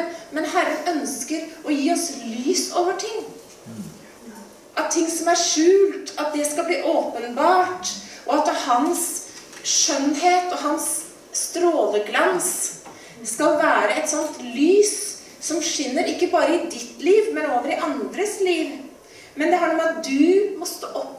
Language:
Norwegian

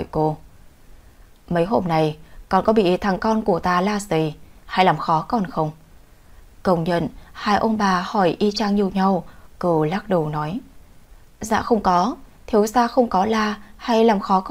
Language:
Vietnamese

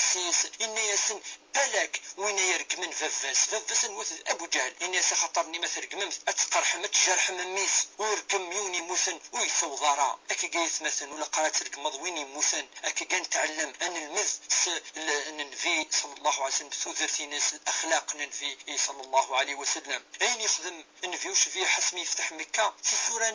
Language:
Kabyle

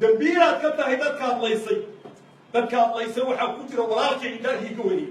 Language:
Somali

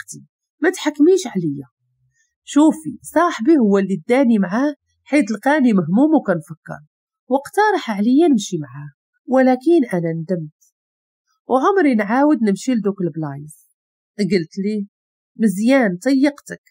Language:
Moroccan Arabic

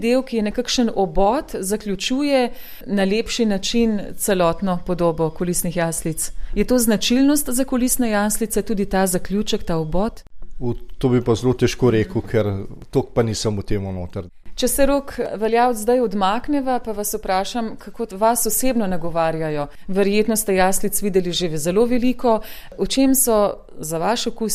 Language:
Slovenian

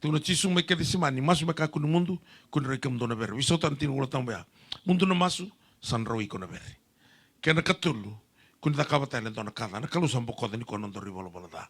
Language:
Fijian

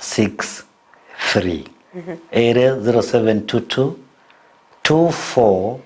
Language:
Gusii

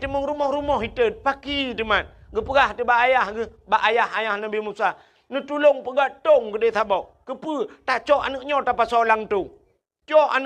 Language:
Achinese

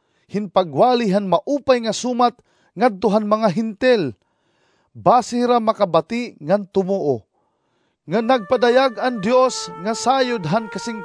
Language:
Waray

